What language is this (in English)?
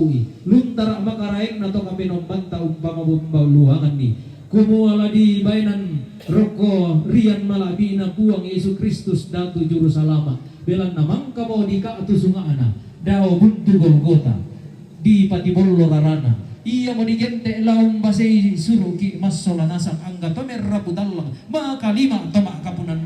Toraja-Sa'dan